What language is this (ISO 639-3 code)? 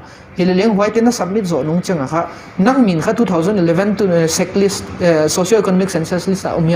pck